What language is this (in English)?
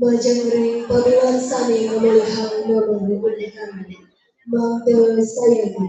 Balinese